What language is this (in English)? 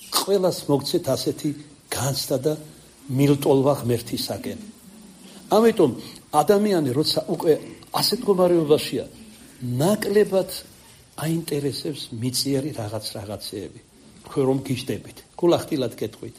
Georgian